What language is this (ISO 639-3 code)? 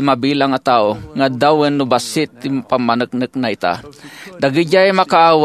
ilo